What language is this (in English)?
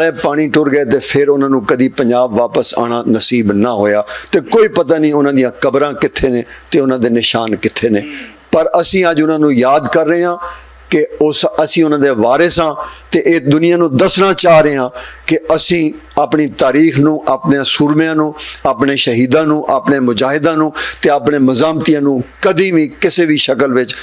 Western Panjabi